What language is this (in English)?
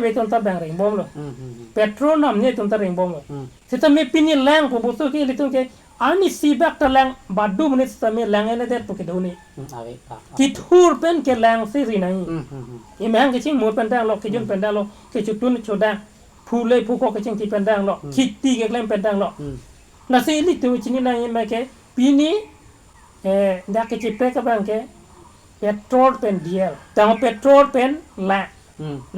Karbi